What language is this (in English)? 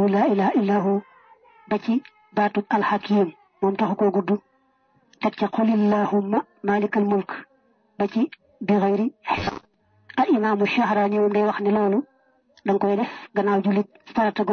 Wolof